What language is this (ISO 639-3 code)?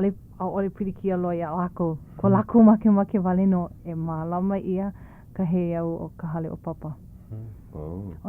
haw